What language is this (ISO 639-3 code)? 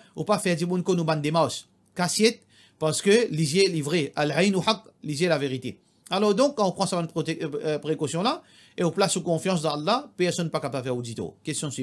mfe